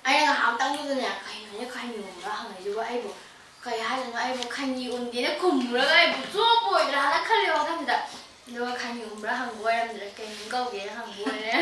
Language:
Manipuri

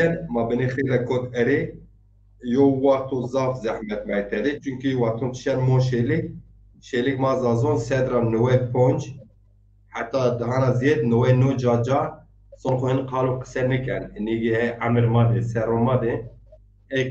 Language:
Zaza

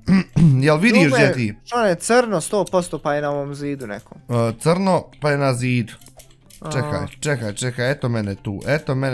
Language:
Bosnian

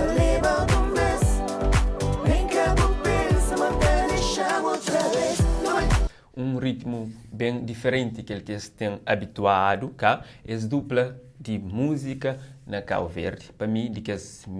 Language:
Kabuverdianu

